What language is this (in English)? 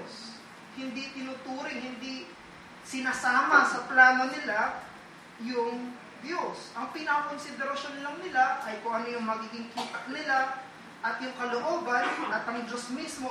Filipino